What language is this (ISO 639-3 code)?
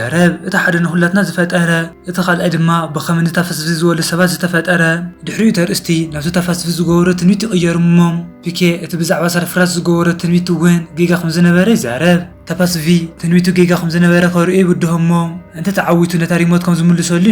tir